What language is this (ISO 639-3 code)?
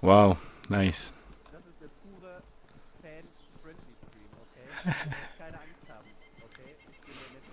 gsw